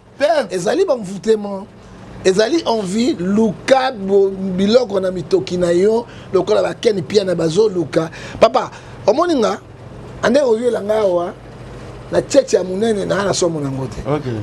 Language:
Lingala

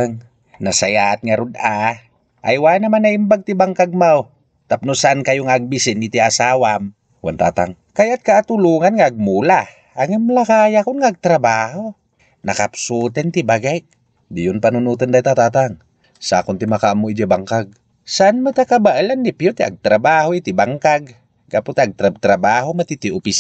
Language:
Iloko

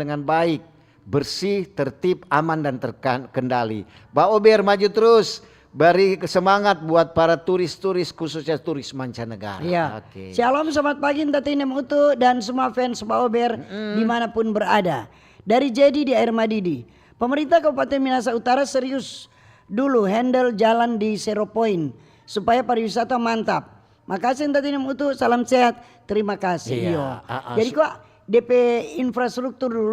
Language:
Manado Malay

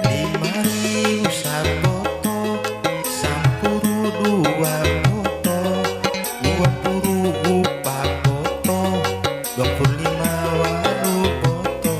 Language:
Bima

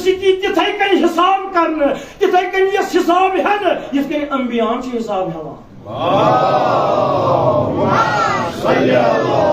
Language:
Kashmiri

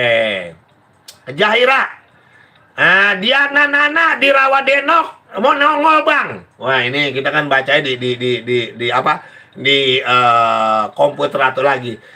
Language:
Betawi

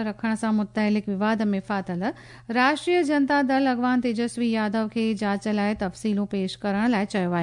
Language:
Sindhi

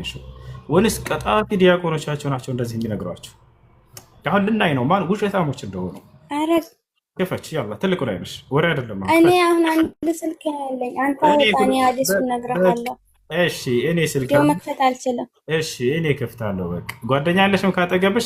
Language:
Amharic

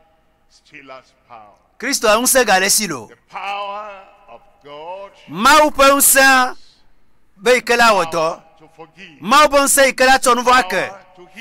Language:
Ewe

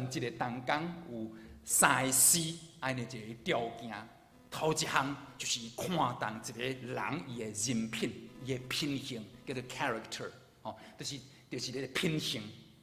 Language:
Min Nan Chinese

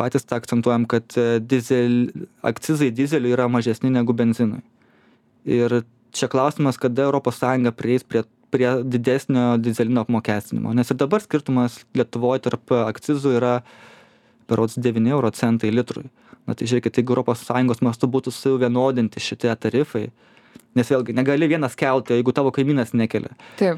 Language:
Lithuanian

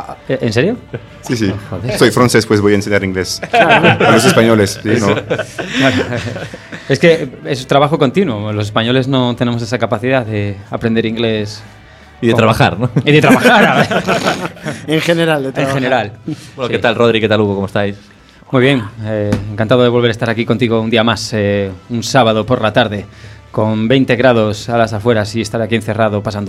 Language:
Spanish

